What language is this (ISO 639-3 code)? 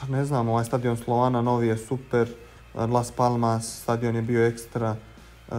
bos